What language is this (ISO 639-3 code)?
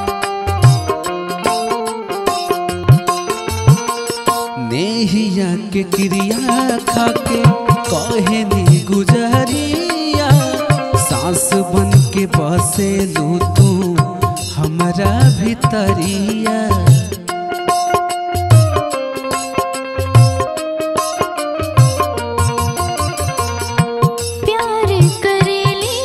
bho